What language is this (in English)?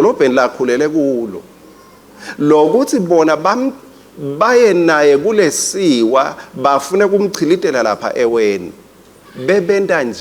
Swati